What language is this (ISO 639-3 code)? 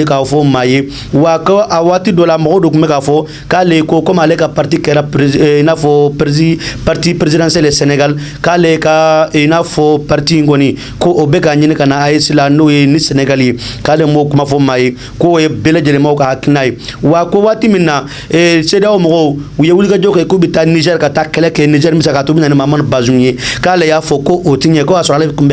bam